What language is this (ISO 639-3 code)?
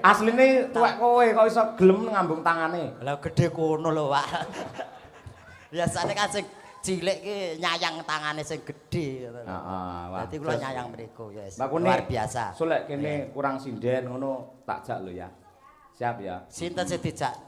jav